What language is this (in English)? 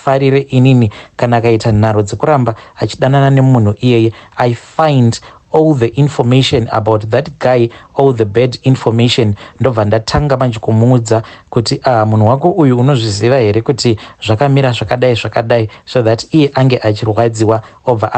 Shona